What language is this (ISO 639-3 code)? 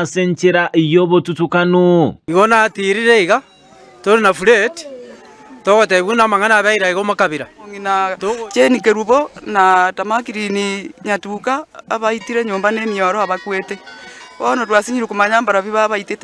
guz